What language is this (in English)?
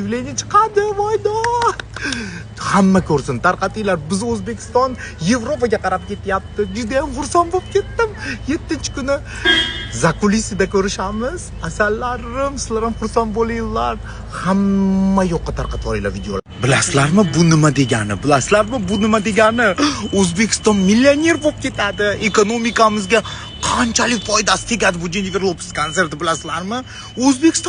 Uzbek